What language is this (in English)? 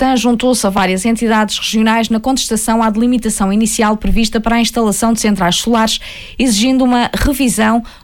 Portuguese